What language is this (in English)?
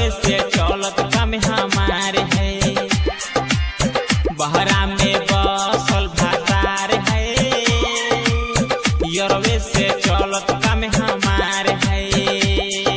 Bhojpuri